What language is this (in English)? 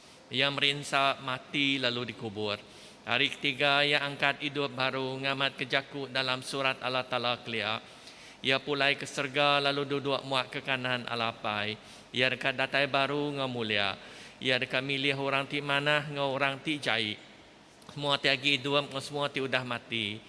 Iban